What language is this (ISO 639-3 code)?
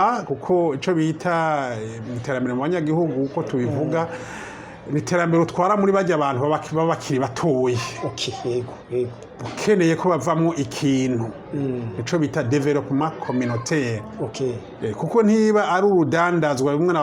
run